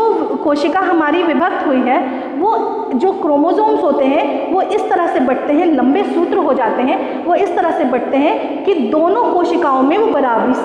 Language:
Hindi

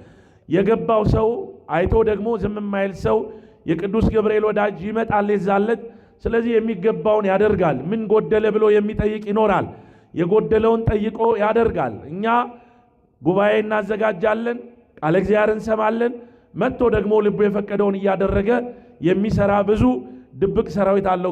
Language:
Amharic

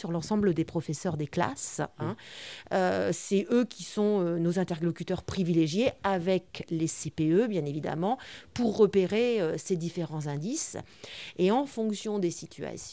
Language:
French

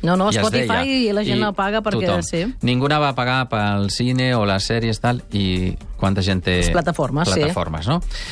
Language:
Catalan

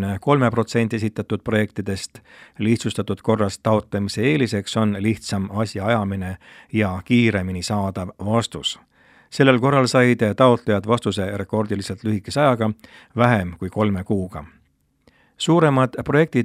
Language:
Estonian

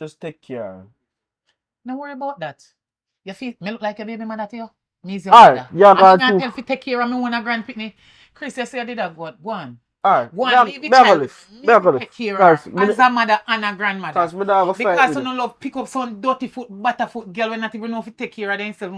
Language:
Jamaican Creole English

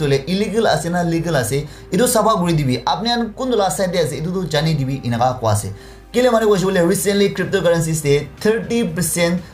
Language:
Naga Pidgin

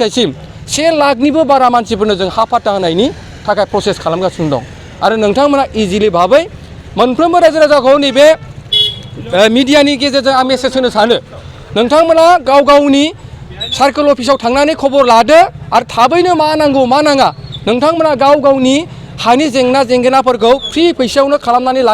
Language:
Bodo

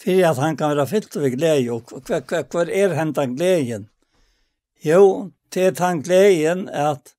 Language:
Faroese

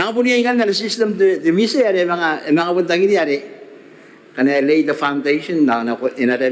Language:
Gilbertese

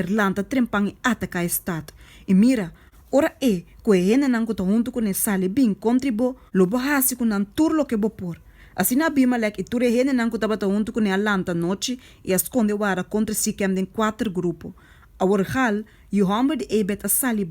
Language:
Papiamento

